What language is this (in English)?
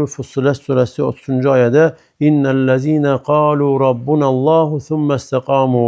Azerbaijani